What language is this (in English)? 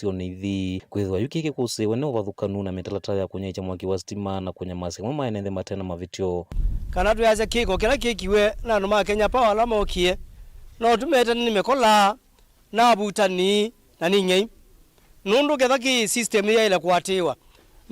Kamba